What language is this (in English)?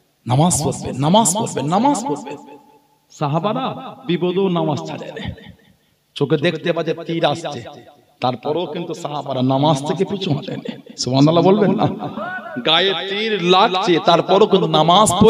Bangla